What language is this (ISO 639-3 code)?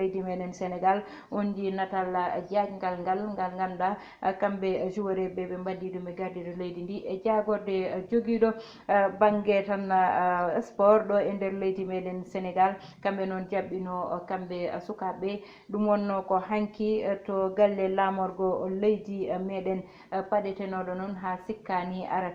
ful